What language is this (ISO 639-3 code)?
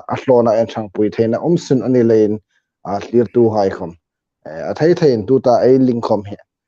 hmr